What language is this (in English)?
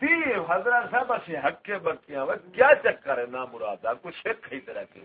Saraiki